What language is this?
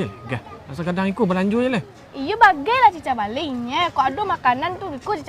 Minangkabau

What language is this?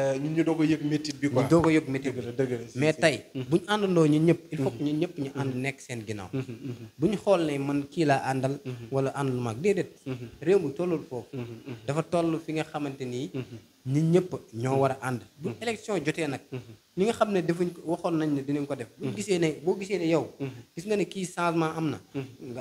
Wolof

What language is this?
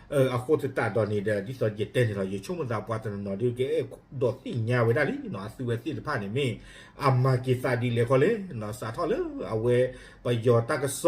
S'gaw Karen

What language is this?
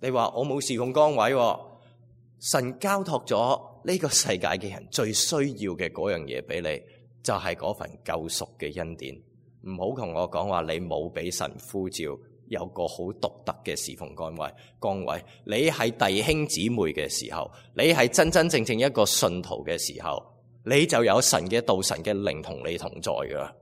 Cantonese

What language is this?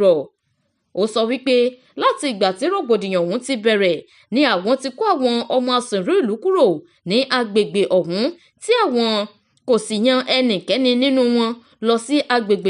Yoruba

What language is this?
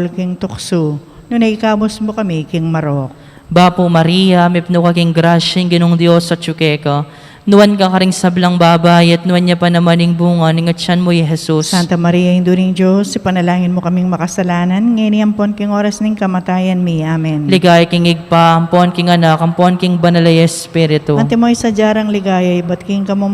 Pampanga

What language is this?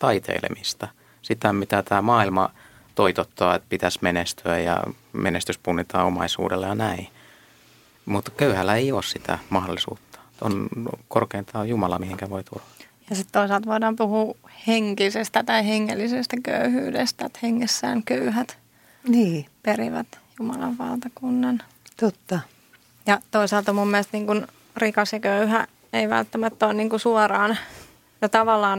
Finnish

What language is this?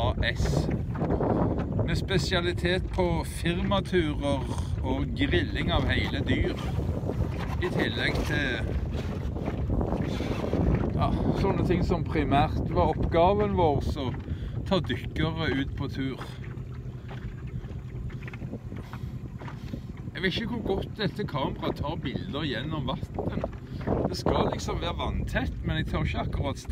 Norwegian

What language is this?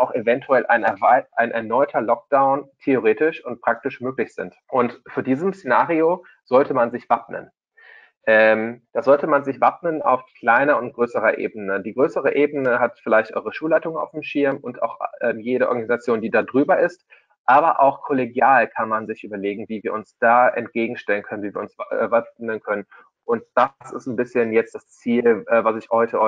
German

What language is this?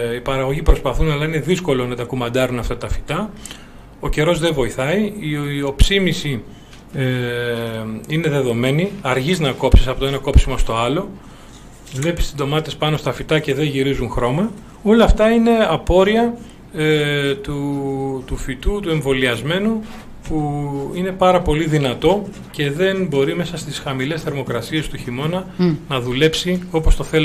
Greek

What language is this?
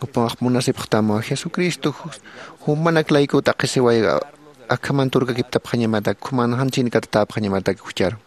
Aymara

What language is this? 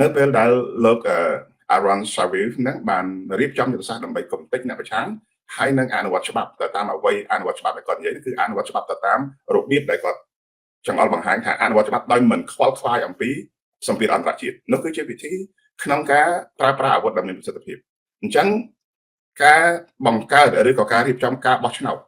Khmer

